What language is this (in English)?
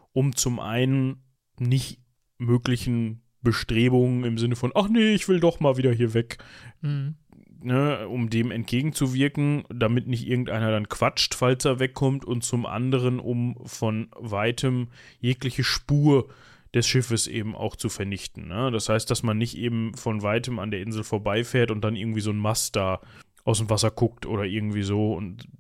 German